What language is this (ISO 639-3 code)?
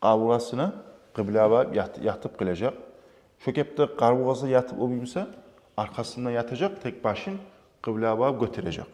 kum